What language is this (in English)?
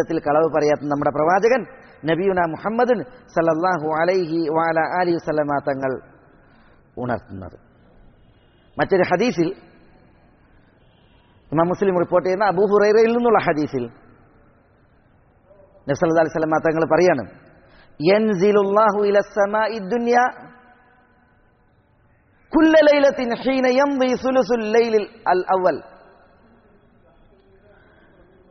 Malayalam